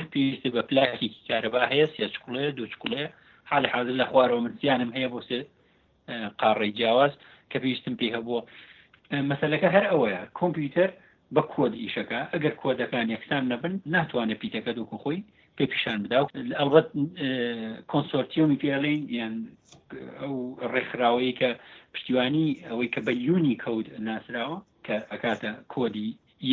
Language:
Central Kurdish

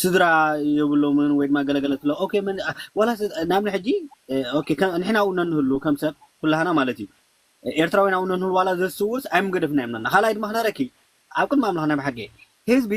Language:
Tigrinya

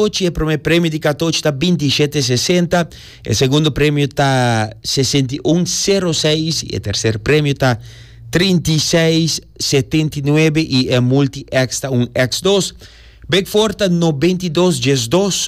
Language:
Papiamento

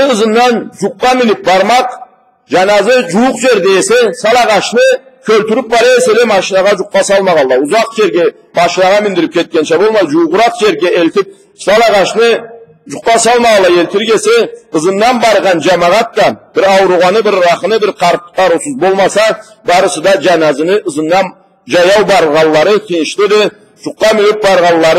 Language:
Karachay-Balkar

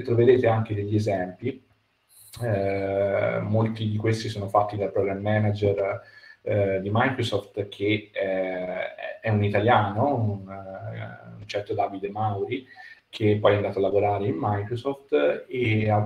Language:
Italian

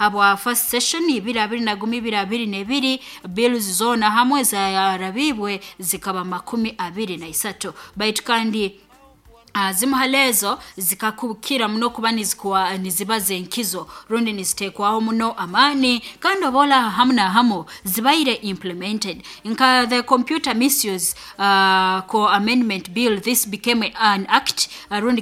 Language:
Nyankole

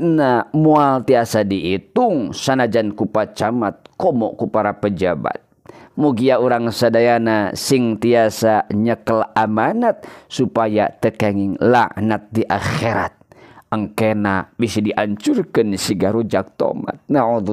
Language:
Sundanese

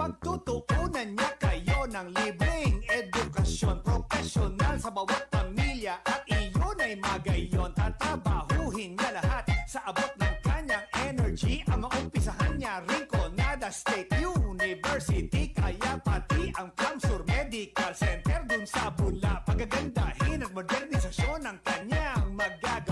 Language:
Bikol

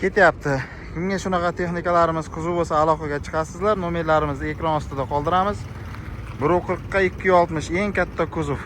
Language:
Uzbek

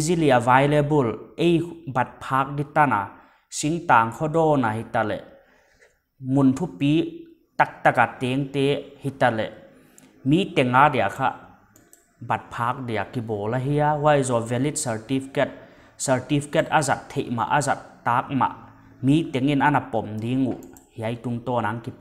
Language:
Paite Chin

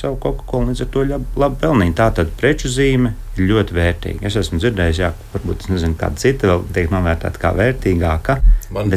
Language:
Latvian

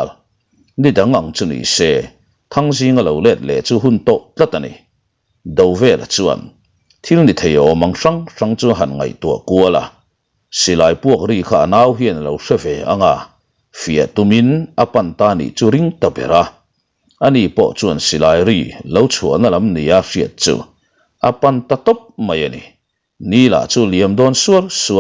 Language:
Mizo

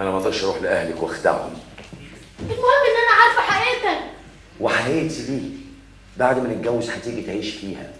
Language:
Egyptian Arabic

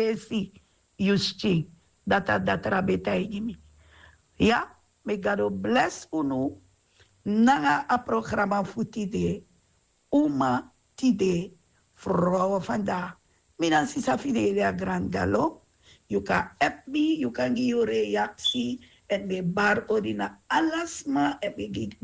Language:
Sranan Tongo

